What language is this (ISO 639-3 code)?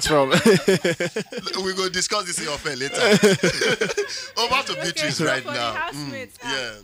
pcm